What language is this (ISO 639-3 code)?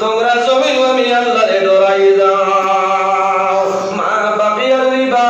syl